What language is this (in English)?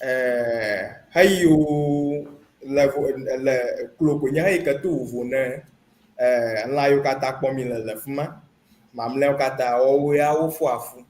Ewe